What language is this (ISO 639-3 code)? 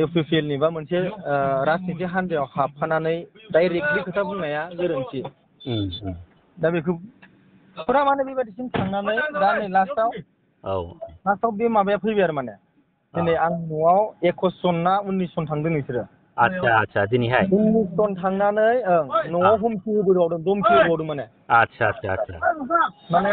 brx